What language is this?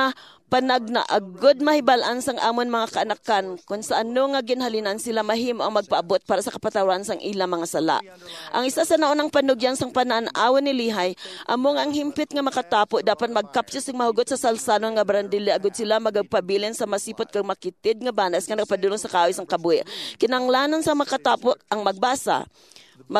Hiligaynon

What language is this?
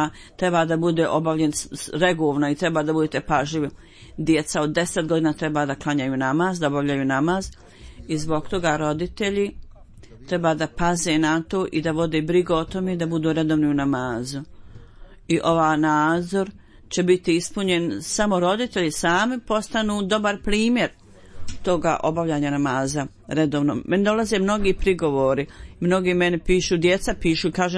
Bosnian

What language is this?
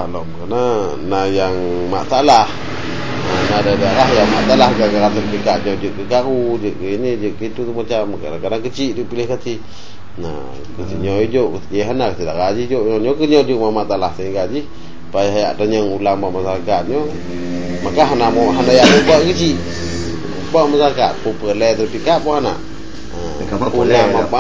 Achinese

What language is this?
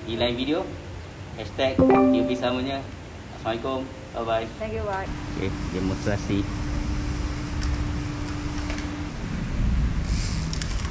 Malay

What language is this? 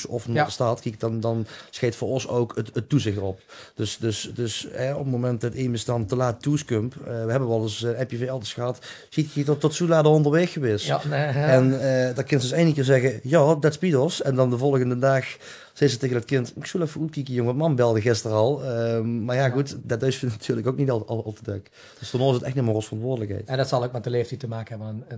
Limburgish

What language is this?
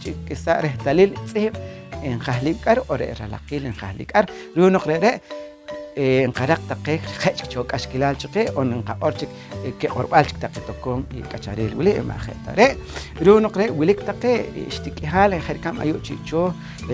Poqomchi'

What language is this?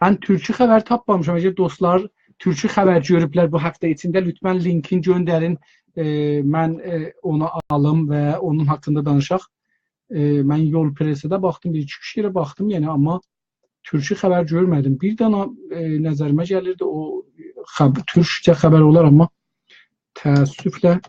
South Azerbaijani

